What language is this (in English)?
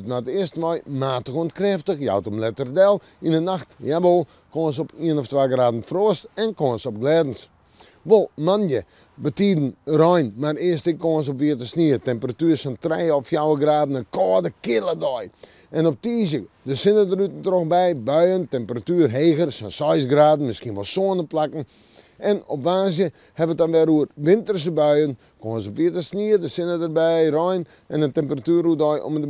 Western Frisian